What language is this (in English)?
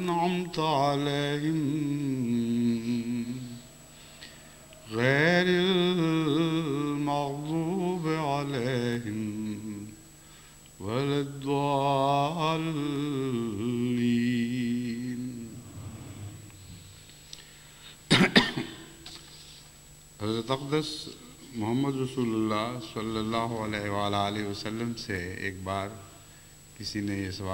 Urdu